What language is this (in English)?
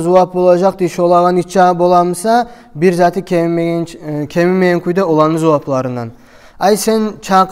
Kumyk